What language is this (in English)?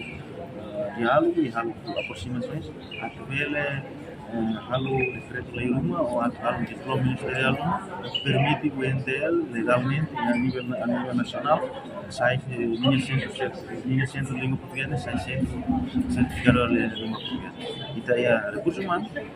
Tetum